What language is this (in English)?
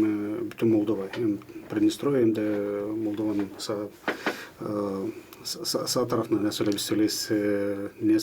Gagauz